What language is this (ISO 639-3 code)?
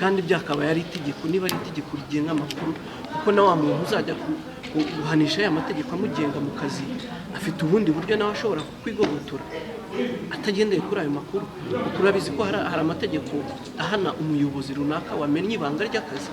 kin